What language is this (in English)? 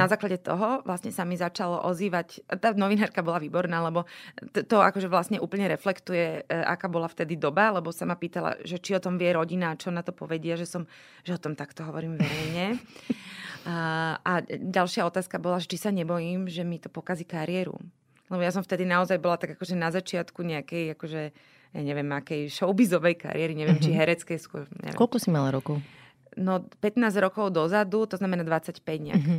Slovak